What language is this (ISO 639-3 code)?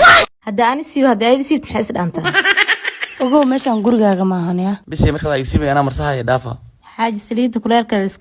som